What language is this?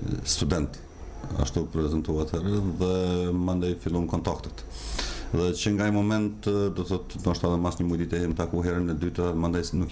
Albanian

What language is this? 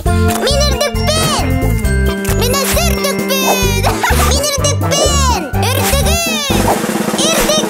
Yakut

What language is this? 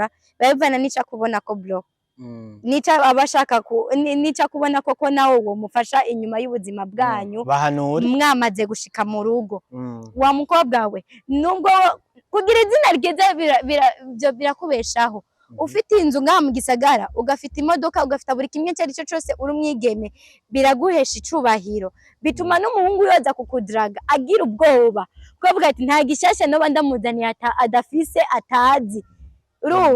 Rundi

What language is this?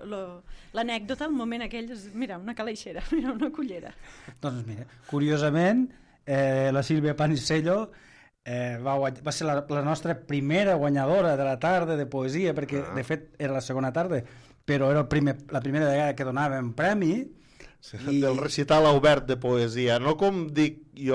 Catalan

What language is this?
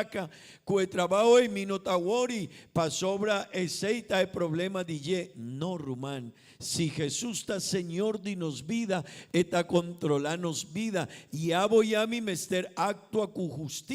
Papiamento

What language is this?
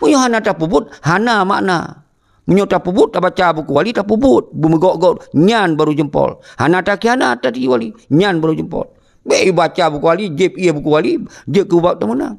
Achinese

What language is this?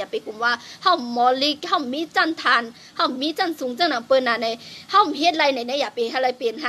Shan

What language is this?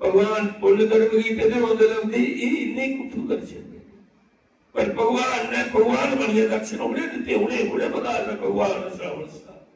Dogri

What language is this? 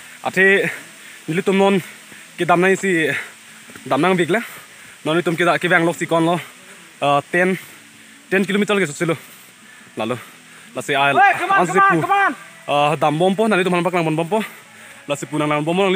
Karbi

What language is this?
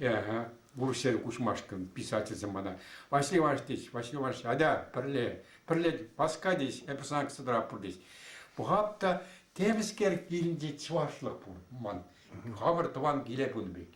Chuvash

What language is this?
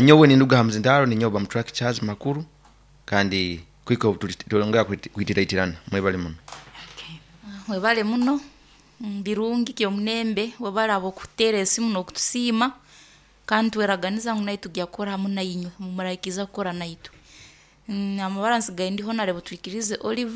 Nyoro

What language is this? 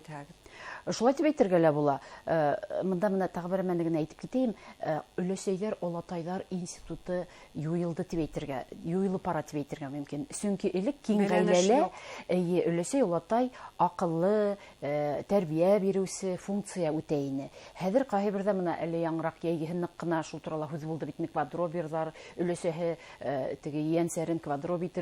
Bashkir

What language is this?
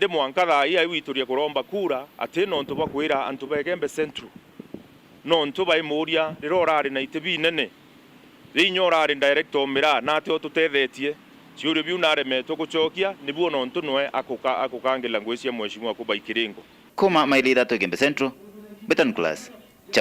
Meru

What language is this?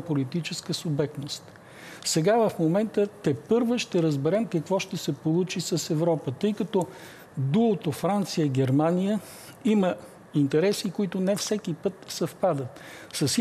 Bulgarian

